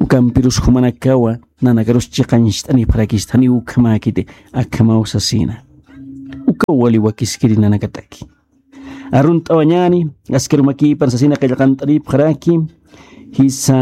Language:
Aymara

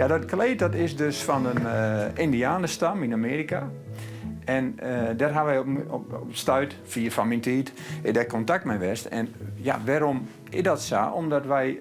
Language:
Western Frisian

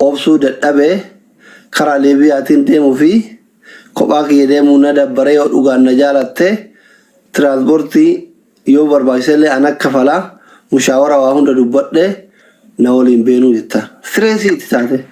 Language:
Oromo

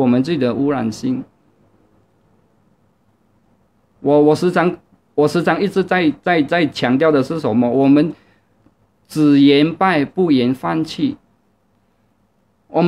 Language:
Chinese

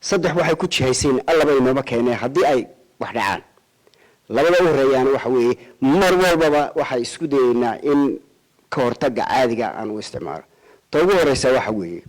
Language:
Somali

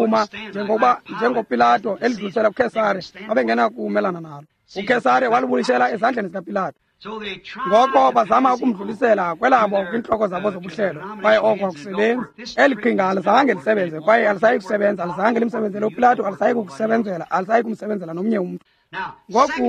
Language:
Xhosa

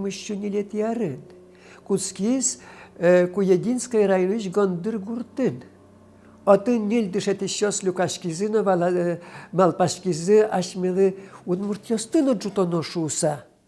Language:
Udmurt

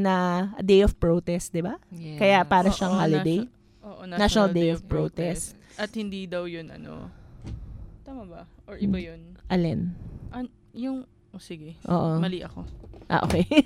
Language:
Filipino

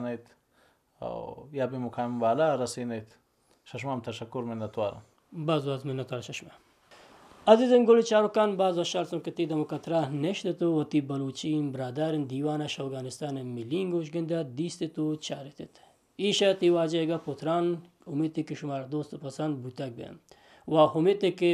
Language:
Baluchi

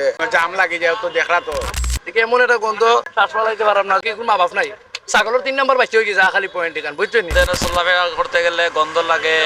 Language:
Sylheti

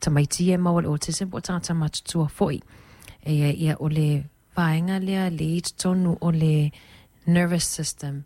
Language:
Samoan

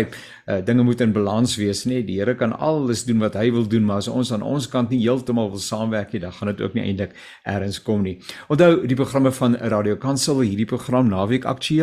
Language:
Afrikaans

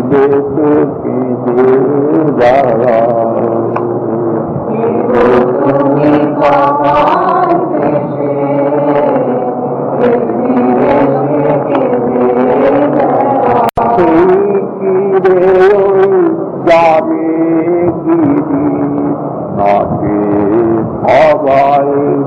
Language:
Bangla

